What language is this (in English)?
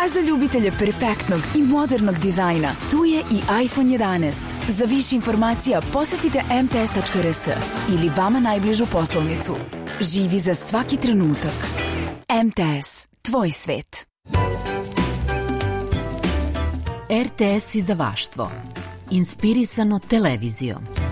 Serbian